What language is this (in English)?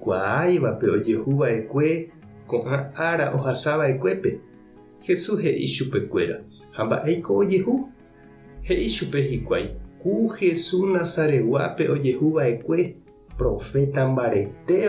Guarani